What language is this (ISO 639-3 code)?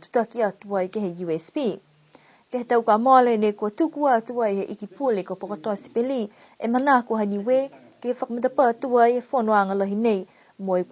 niu